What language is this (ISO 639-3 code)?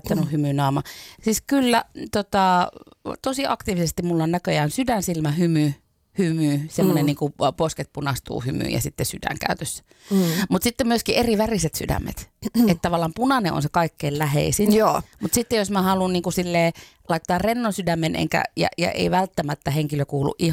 fin